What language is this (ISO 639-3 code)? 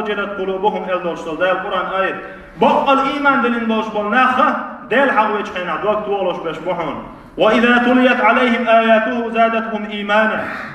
che